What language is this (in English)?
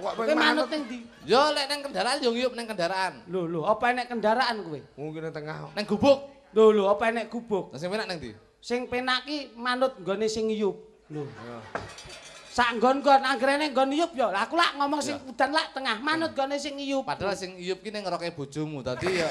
Javanese